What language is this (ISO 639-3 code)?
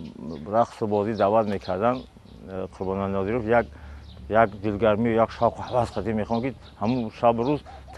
tgk